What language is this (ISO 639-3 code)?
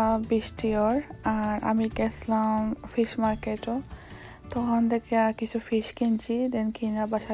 syl